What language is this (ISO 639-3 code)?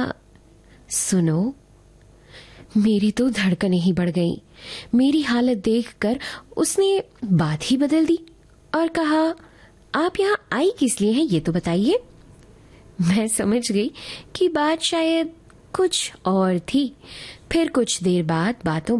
hin